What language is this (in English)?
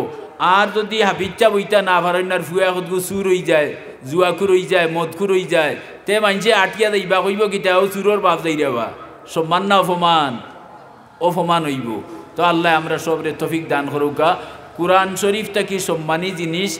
Sylheti